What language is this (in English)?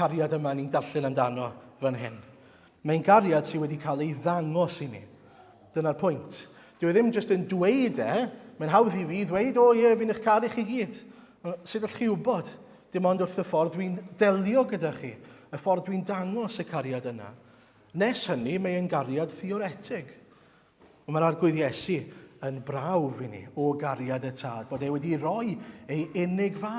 Welsh